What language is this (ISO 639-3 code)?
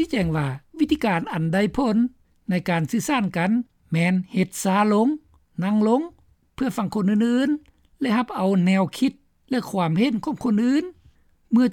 lao